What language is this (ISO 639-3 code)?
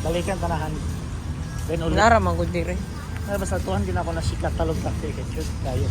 ceb